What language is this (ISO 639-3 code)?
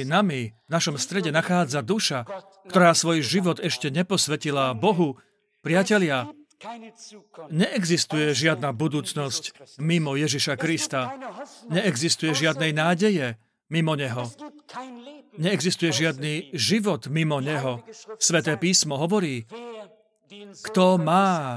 slk